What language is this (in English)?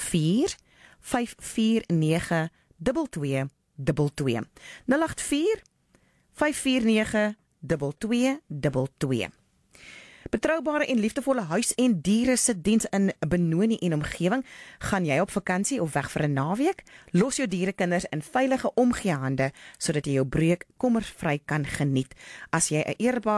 Afrikaans